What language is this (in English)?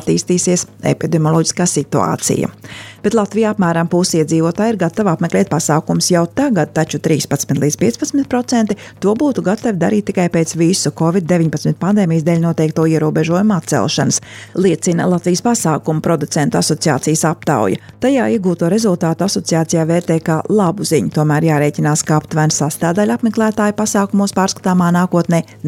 Latvian